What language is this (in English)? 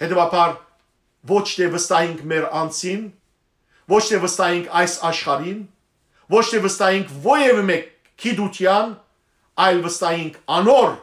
Western Armenian